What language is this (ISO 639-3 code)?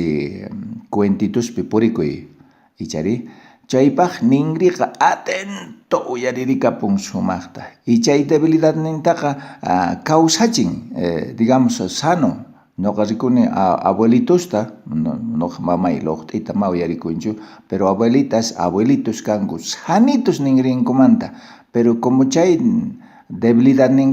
quh